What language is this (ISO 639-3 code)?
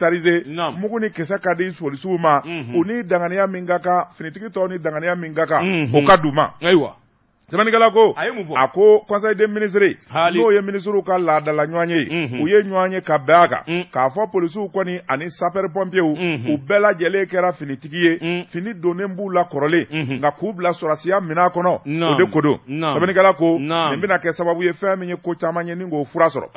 bam